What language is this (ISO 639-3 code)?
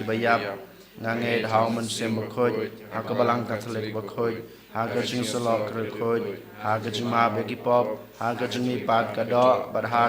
kha